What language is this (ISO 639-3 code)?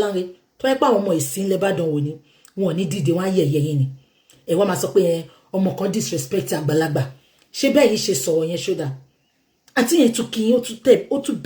yor